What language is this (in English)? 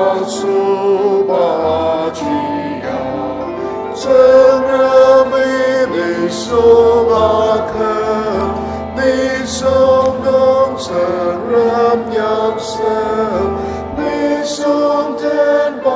Ao Naga